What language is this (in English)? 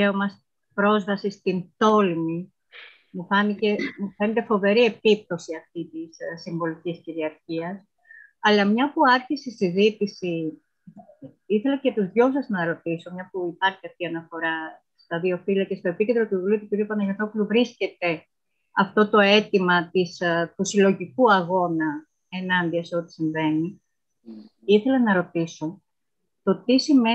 Greek